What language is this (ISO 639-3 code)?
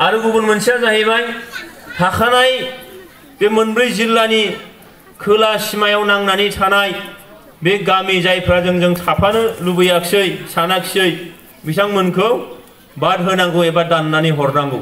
brx